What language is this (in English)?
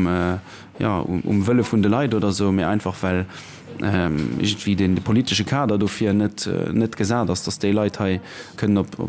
Luxembourgish